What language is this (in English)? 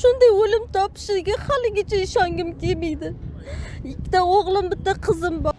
Uzbek